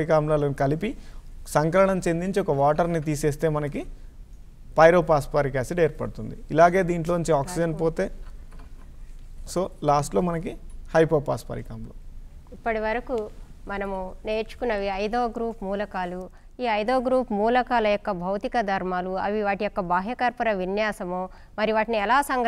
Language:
Telugu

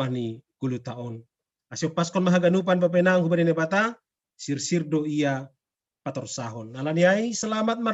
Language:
Batak Simalungun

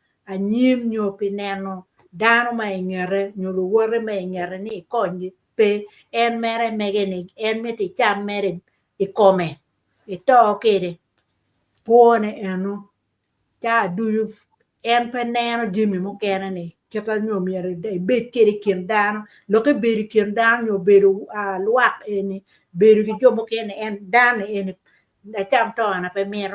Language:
Acoli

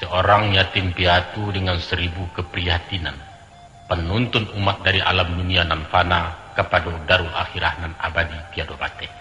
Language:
Minangkabau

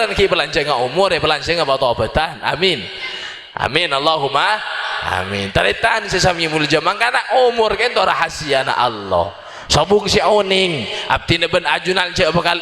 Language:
Madurese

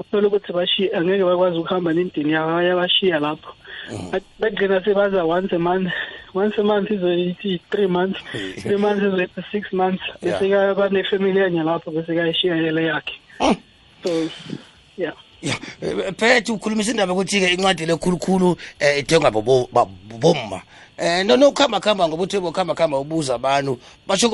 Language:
South Ndebele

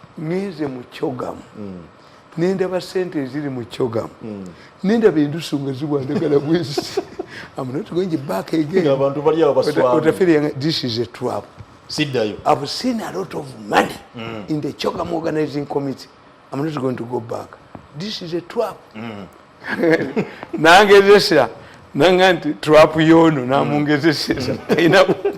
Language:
Ganda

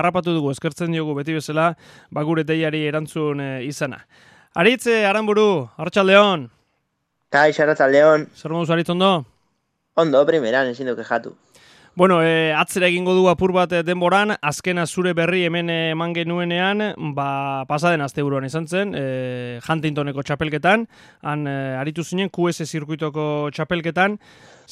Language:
Basque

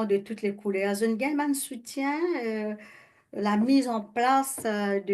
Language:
Morisyen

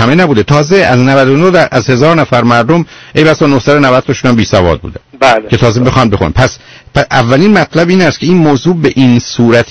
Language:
Persian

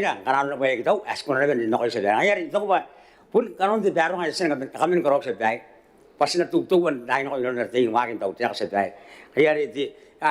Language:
Gilbertese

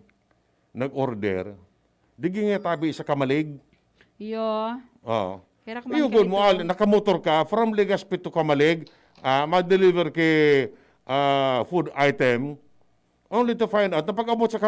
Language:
Bikol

